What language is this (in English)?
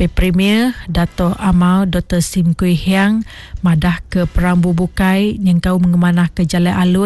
Iban